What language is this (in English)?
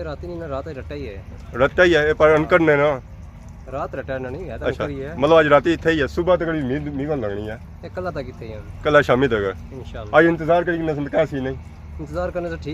Pahari-Potwari